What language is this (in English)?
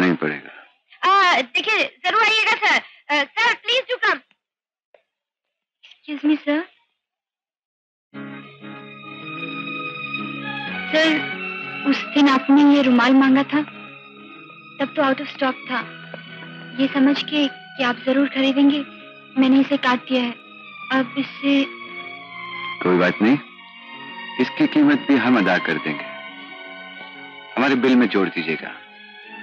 Hindi